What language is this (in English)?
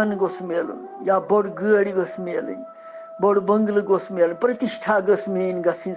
Kashmiri